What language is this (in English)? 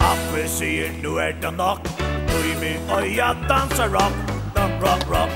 Faroese